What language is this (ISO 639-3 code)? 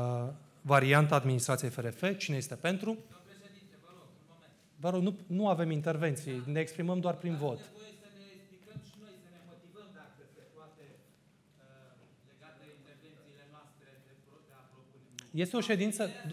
ron